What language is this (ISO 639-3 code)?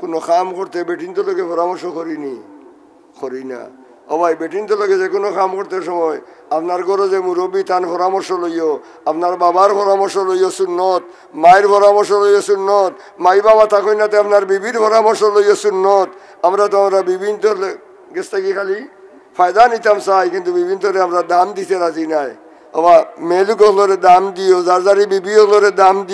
syl